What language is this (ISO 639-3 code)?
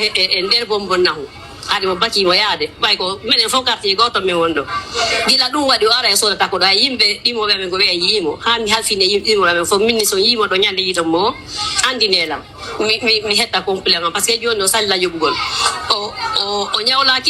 fuf